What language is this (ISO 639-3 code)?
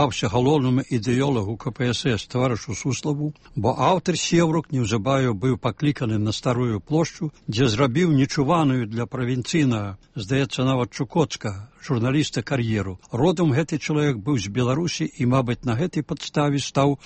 bel